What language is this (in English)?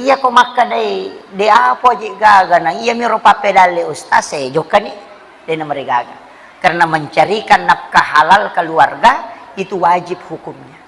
Buginese